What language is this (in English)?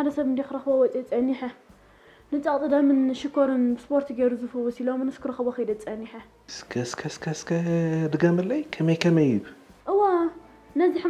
Tigrinya